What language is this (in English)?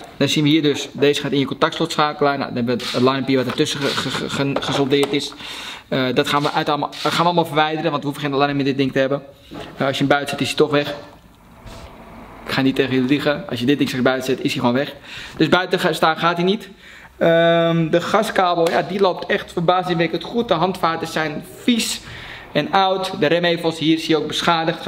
Dutch